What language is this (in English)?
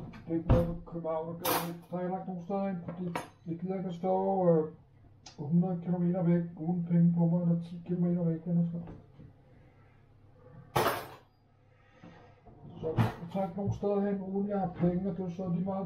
Danish